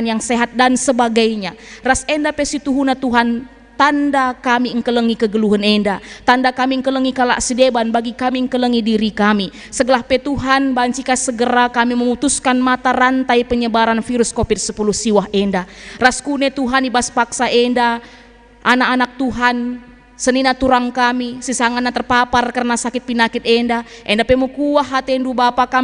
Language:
Batak Karo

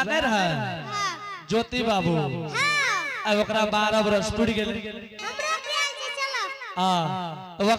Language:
Angika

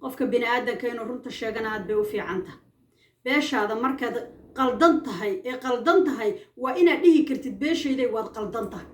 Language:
Somali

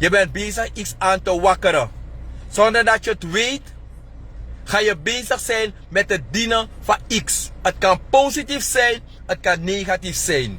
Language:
Sranan Tongo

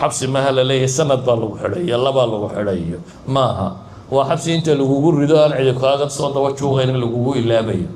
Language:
Somali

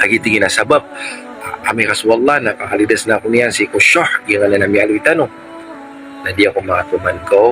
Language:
Maranao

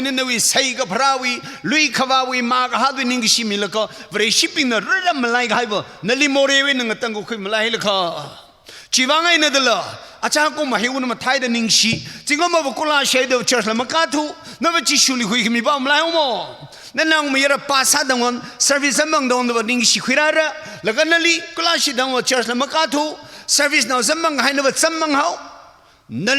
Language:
Tangkhul Naga (India)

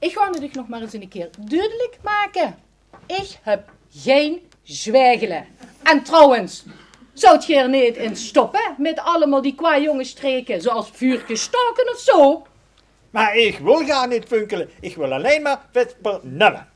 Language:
Limburgish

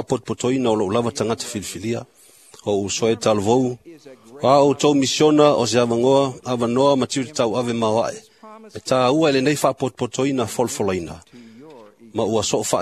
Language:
Samoan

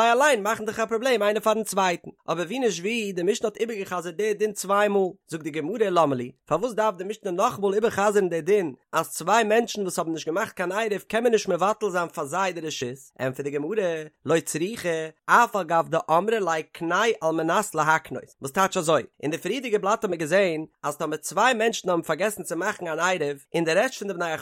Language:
Yiddish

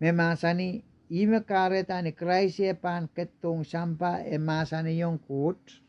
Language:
Pohnpeian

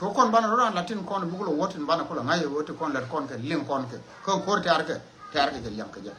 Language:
Nuer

